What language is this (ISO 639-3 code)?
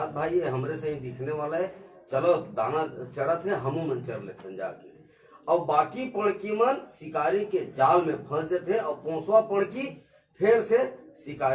hne